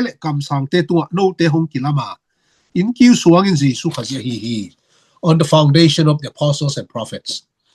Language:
Tedim Chin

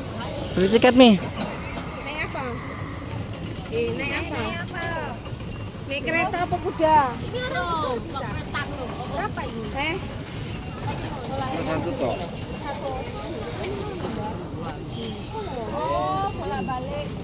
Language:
Indonesian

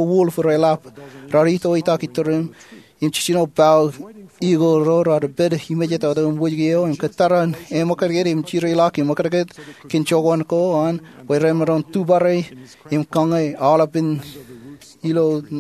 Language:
Marshallese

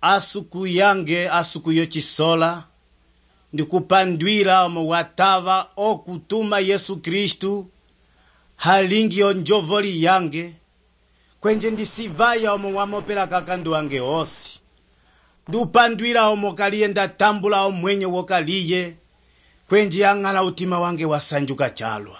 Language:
Umbundu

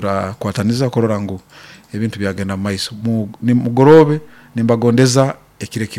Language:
Nyankole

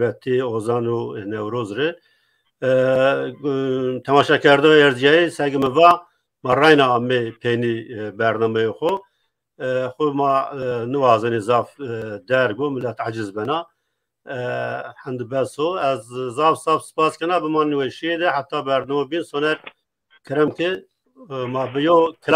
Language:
Zaza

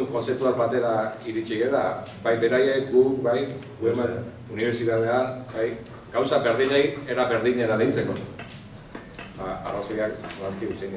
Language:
Basque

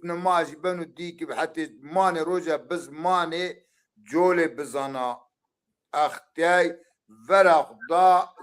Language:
Zaza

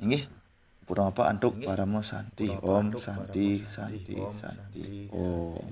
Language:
Balinese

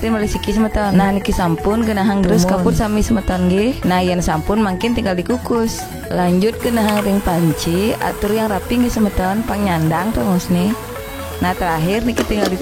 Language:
Balinese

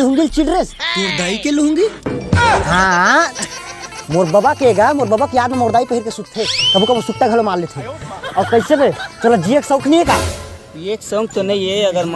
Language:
Chhattisgarhi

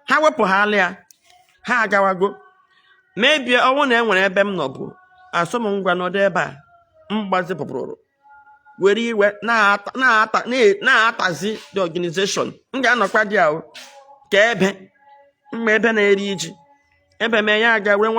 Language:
Igbo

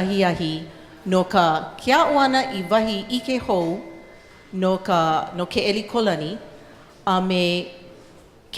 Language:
Hawaiian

